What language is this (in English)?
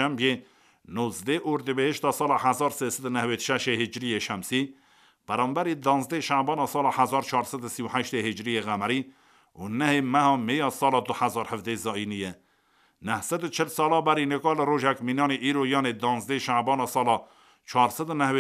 Kurdish